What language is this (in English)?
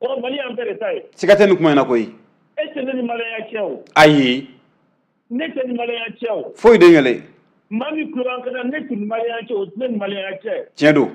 Bambara